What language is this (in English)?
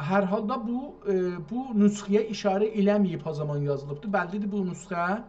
South Azerbaijani